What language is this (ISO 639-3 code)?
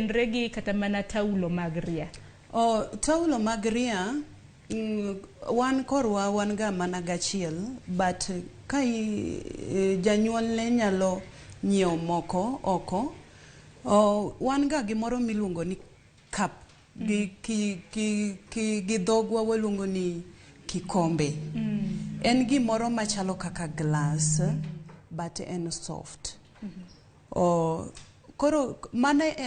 luo